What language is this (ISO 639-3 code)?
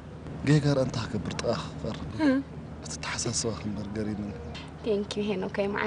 tir